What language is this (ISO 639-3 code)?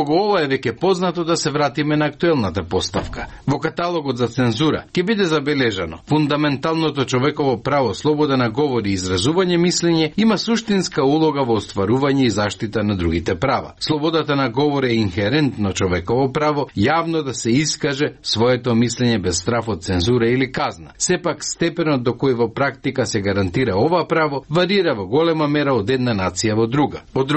mkd